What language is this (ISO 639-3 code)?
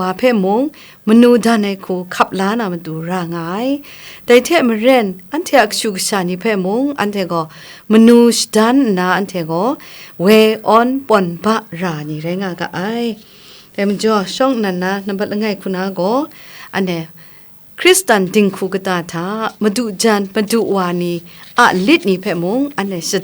kac